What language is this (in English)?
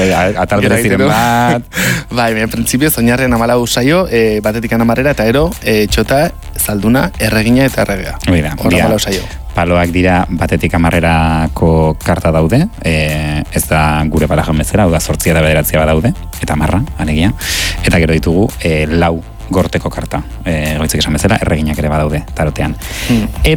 Basque